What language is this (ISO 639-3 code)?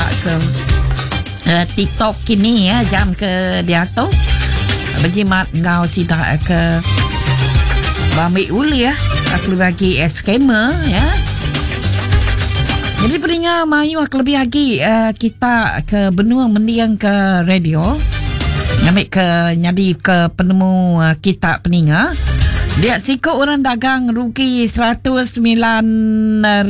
iba